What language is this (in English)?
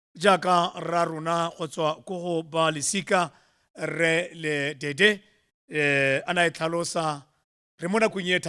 Tswana